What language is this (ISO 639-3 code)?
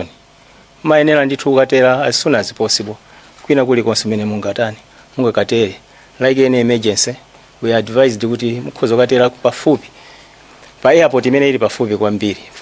nya